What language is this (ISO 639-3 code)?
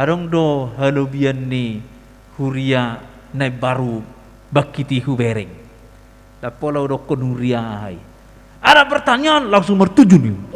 bbc